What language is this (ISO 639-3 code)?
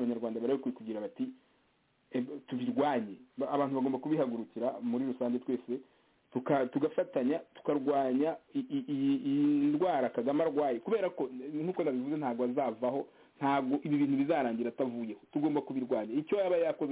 kin